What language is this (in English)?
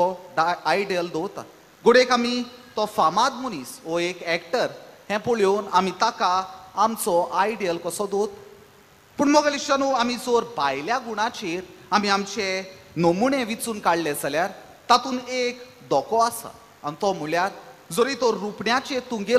Konkani